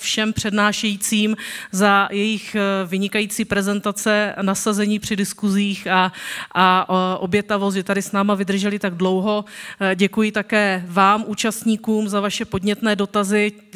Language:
Czech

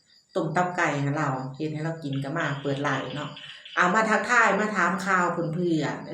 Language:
Northeastern Thai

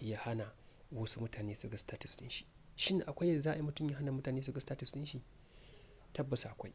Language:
Hausa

